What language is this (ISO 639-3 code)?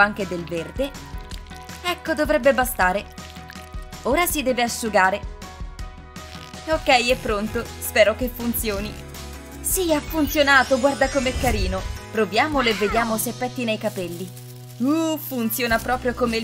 ita